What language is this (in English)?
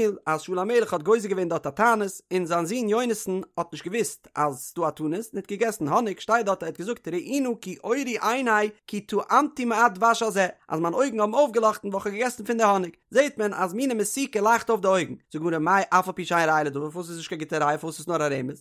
Yiddish